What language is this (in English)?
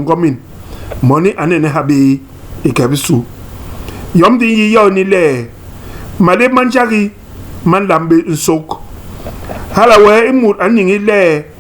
Basaa